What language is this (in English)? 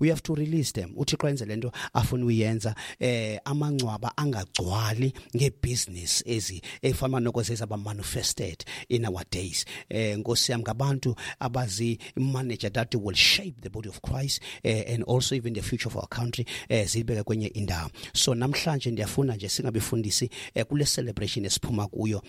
Xhosa